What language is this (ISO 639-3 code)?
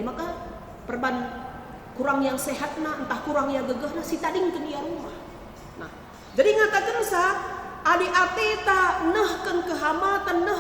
btx